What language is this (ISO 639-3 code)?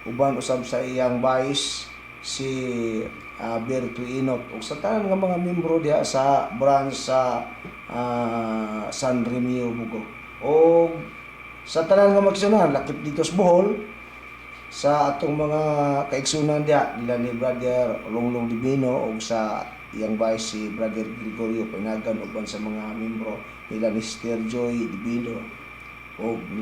ceb